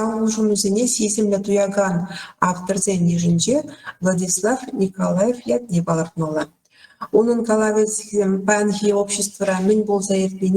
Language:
Chuvash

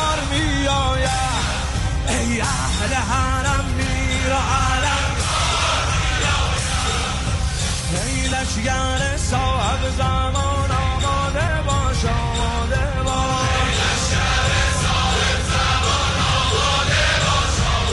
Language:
Persian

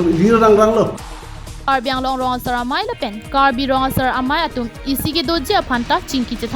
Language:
Karbi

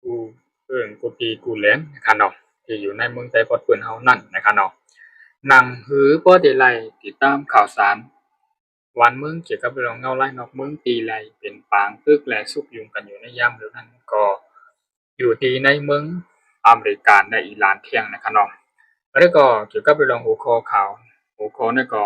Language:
Shan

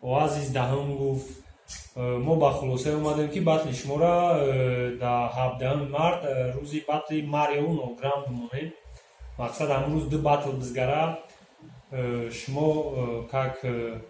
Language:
Tajik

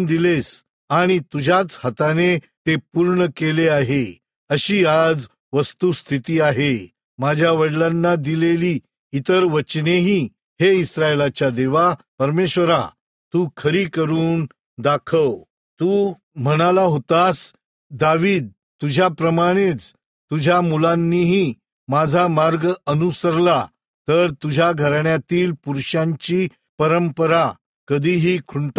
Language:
Marathi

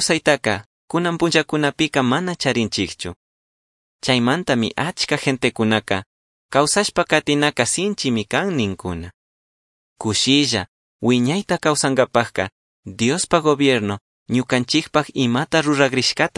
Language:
Chimborazo Highland Quichua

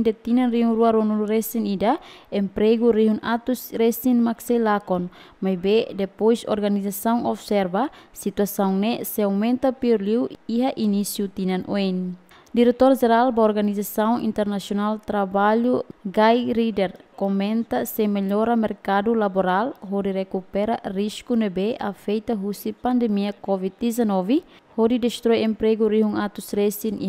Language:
Tetum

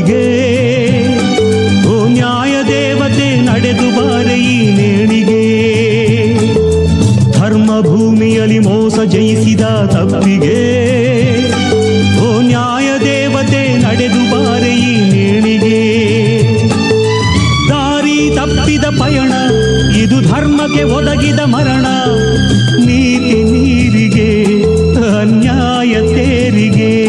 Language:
Kannada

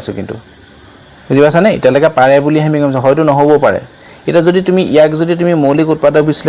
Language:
Assamese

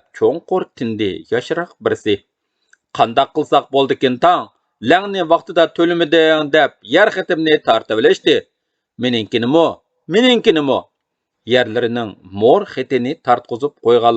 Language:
Uyghur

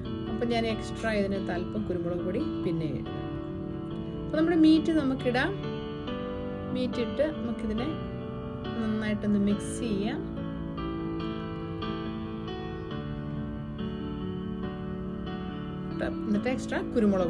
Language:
Malayalam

